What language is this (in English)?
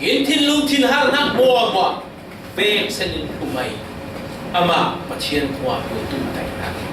Falam Chin